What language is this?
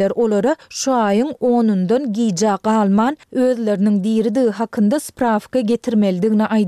Turkmen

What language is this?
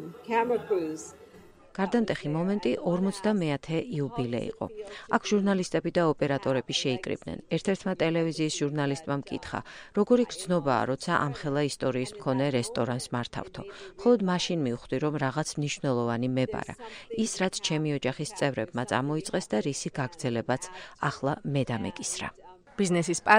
Georgian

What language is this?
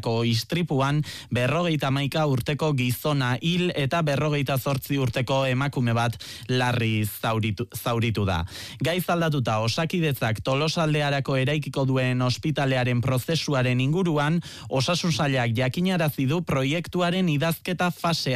Basque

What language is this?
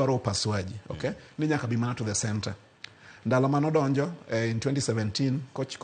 Luo (Kenya and Tanzania)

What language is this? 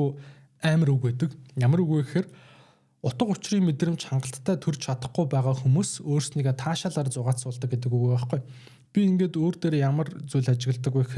Mongolian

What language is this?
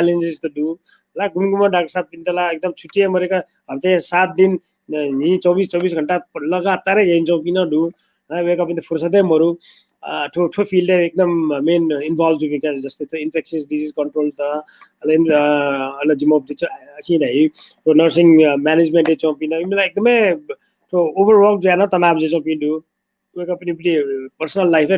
Newari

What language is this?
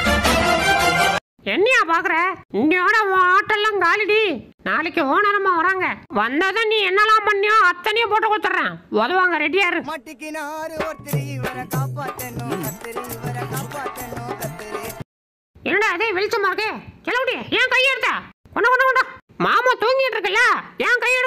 Tamil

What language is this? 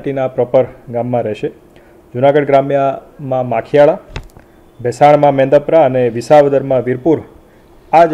Gujarati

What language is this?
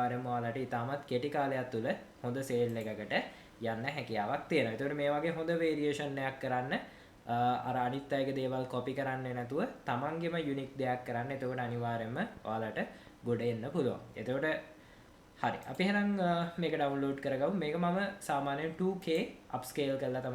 Sinhala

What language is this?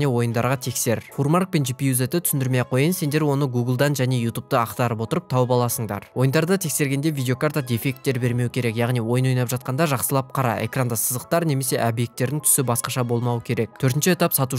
Kazakh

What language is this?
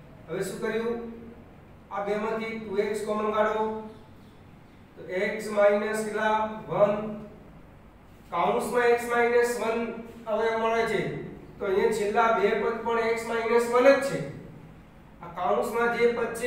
Gujarati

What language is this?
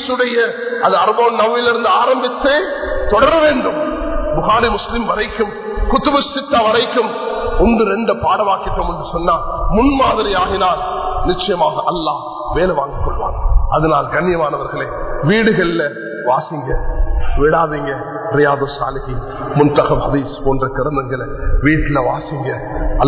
Tamil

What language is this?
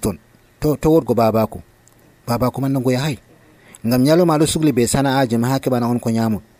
Nigerian Fulfulde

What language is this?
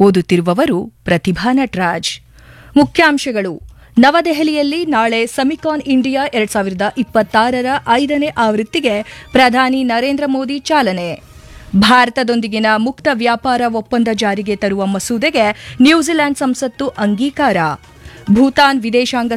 Kannada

